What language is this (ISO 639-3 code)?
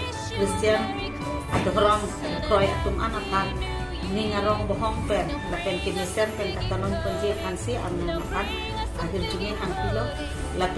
mjw